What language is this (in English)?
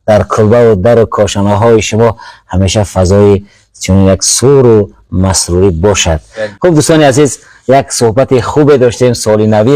Tajik